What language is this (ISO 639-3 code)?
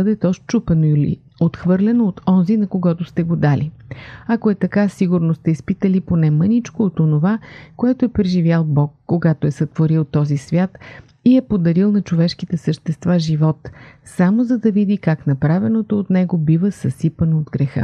bul